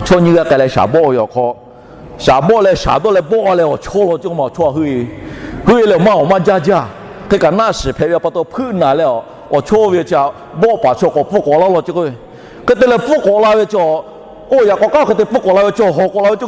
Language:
Lahu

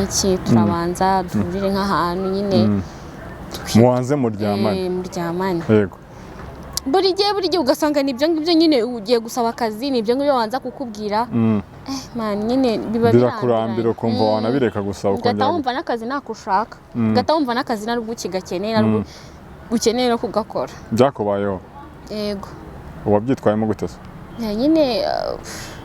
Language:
Kinyarwanda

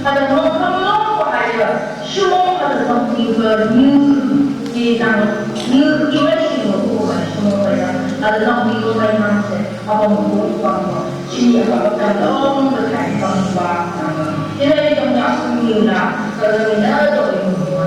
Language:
Phom Naga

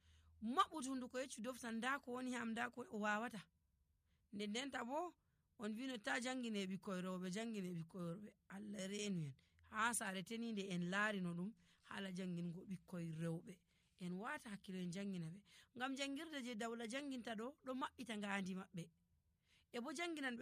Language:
Nigerian Fulfulde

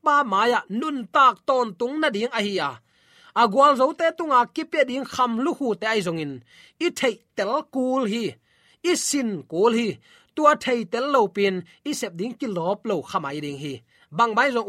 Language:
Tedim Chin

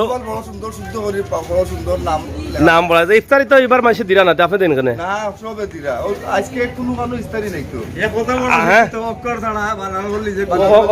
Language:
Sylheti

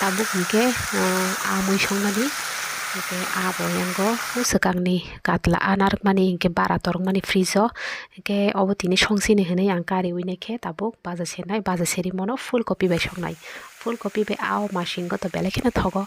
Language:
Kok Borok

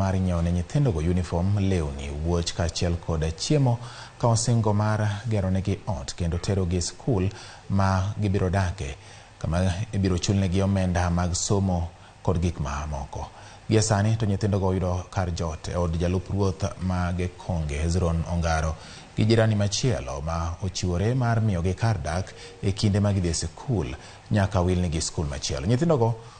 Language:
Luo (Kenya and Tanzania)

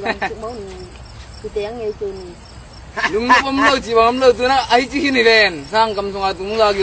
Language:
Tedim Chin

